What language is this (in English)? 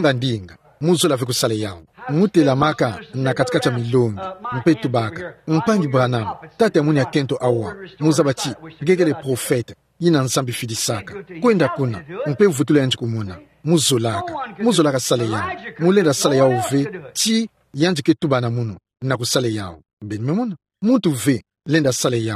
Kituba (Democratic Republic of Congo)